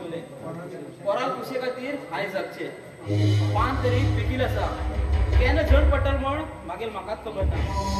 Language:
Konkani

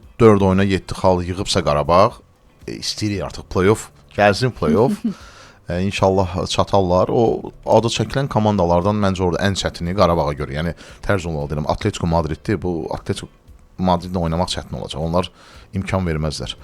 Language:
Azerbaijani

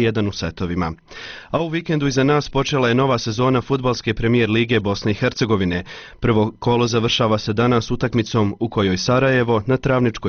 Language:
Bosnian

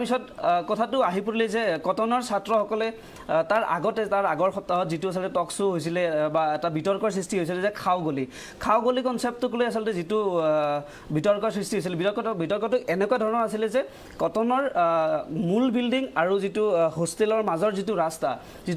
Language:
Assamese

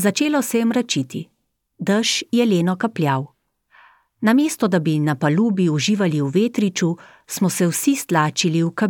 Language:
Slovenian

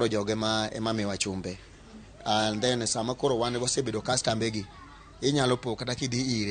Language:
Luo (Kenya and Tanzania)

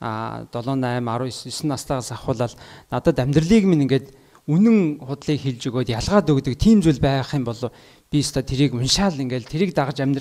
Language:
Mongolian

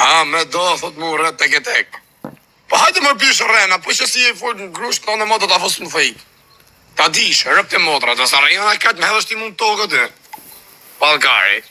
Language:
Albanian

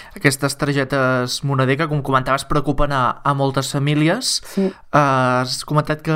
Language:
Catalan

